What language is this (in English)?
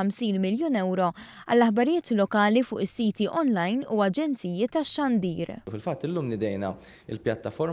Maltese